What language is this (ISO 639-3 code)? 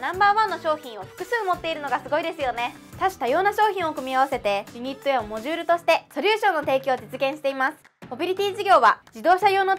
jpn